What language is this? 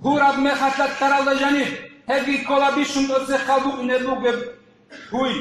Avaric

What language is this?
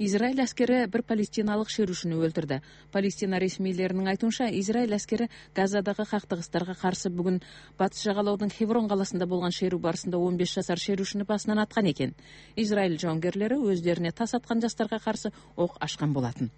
Kyrgyz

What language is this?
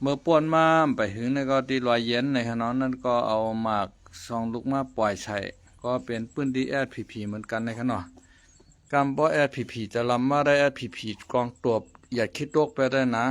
Shan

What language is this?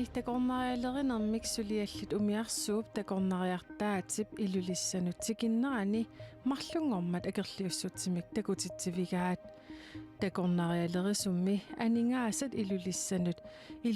Kalaallisut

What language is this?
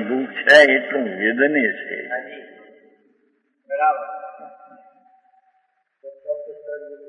Gujarati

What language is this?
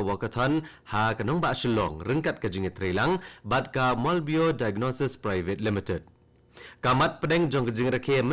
Khasi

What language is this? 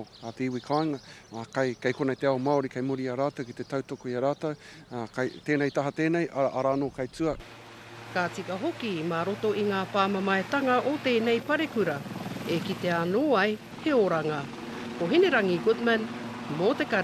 Māori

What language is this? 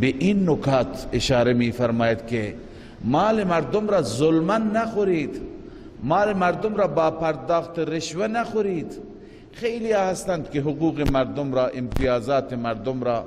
Persian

